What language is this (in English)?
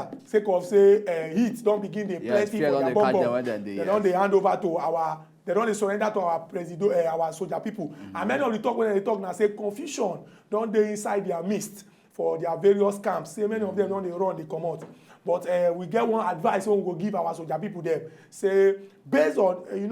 Nigerian Pidgin